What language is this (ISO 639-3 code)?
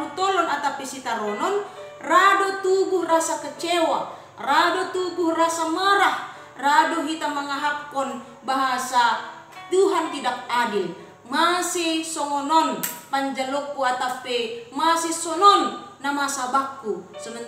bts